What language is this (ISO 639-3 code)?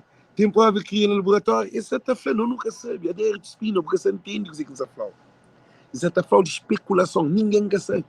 kea